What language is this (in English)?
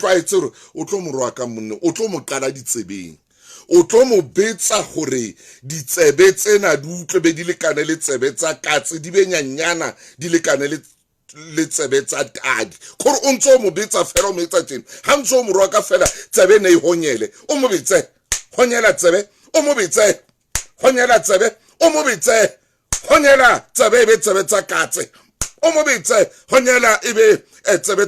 Southern Sotho